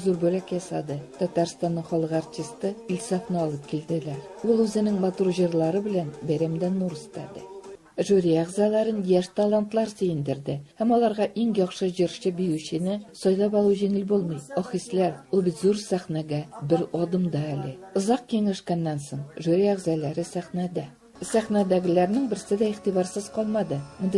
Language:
Tatar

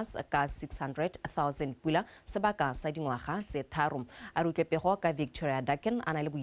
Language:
Tswana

